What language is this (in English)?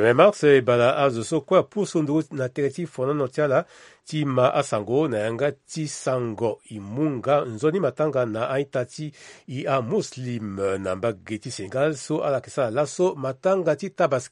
Sango